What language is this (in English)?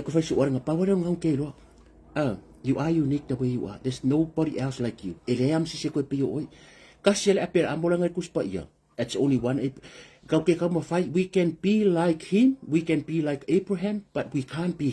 Samoan